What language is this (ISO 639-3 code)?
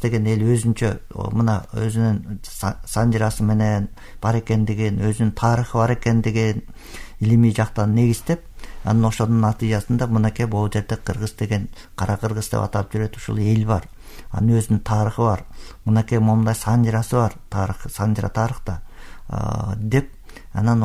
kir